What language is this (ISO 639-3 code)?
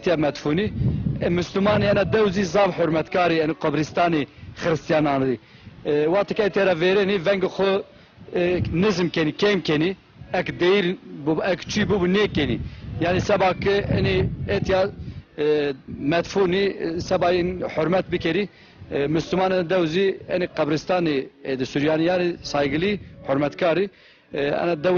zza